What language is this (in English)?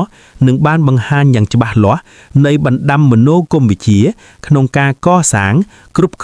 Khmer